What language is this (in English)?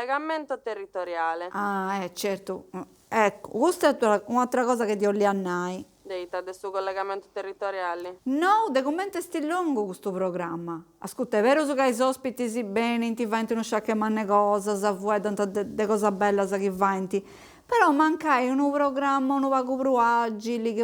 Sardinian